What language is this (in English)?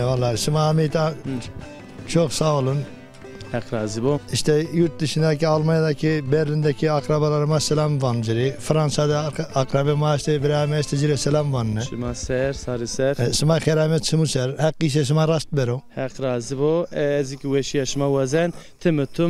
Zaza